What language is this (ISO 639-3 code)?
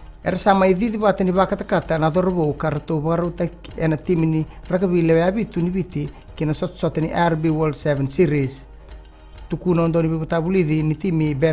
fij